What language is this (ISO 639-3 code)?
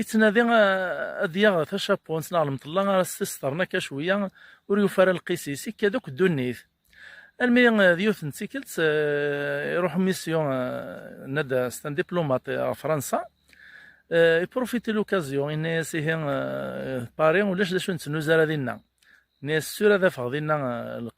kab